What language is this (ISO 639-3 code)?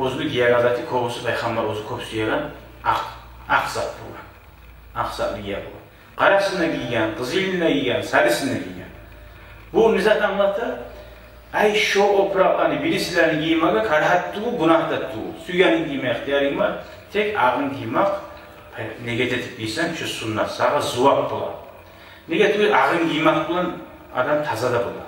kum